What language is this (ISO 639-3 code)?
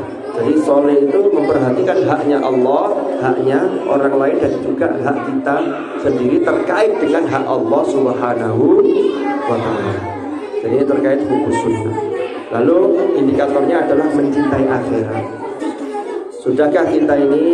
ind